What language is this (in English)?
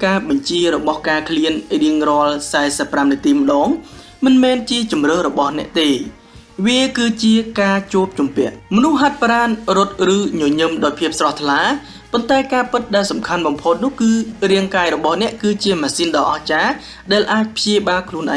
Khmer